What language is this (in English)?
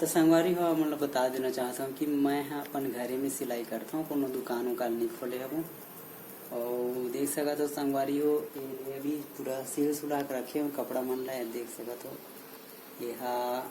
Chhattisgarhi